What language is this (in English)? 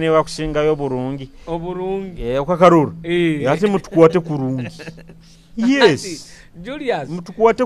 Nyoro